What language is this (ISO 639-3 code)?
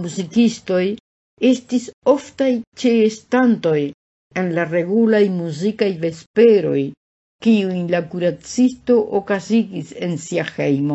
epo